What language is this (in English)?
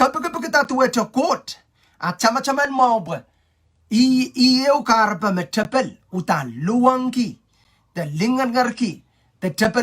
Pohnpeian